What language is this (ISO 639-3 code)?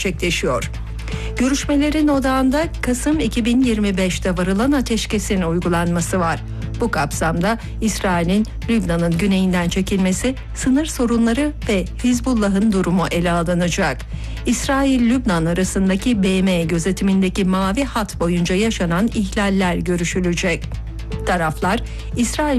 tur